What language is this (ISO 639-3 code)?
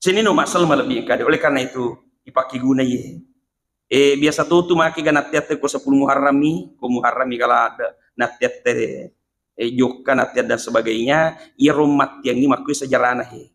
bug